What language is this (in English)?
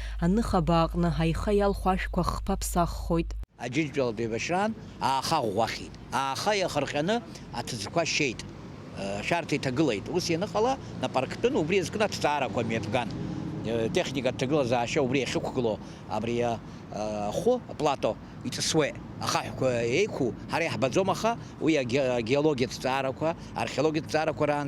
Abkhazian